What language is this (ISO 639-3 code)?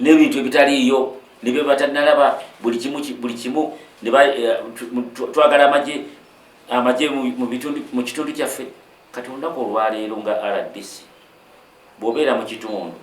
lug